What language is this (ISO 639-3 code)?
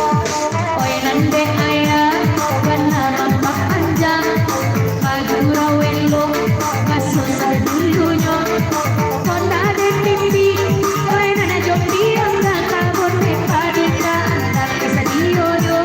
min